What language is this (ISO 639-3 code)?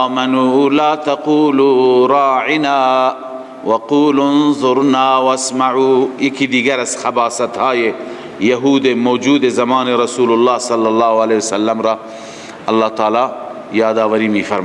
fas